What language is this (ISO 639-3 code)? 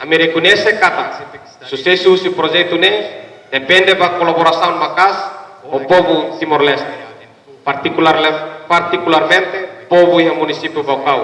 tet